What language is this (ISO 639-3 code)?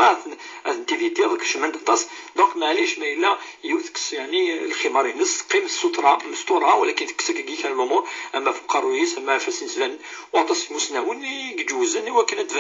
kab